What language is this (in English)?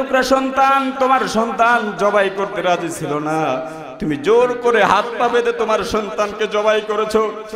Bangla